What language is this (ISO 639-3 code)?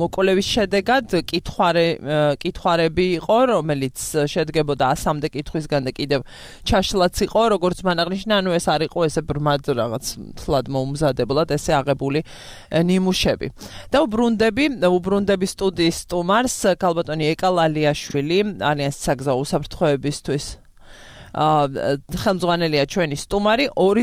kat